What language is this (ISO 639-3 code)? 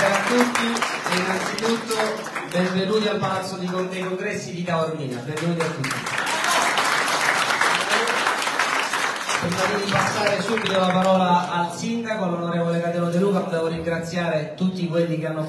ita